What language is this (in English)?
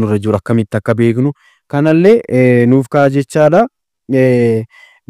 Oromo